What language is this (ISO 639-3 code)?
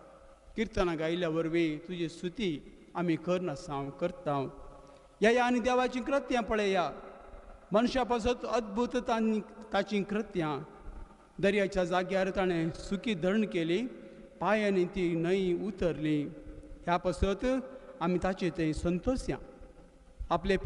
kok